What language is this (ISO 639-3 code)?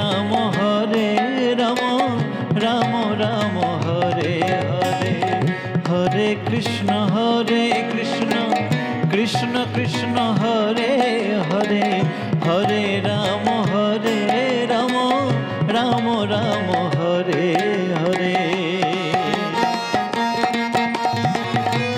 ben